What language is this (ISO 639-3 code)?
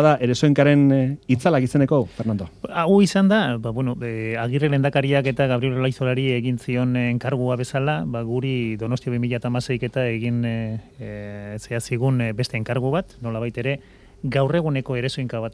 eus